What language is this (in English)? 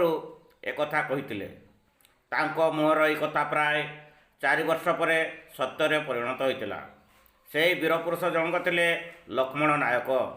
Odia